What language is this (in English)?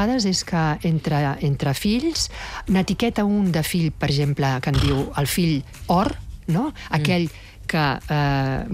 Catalan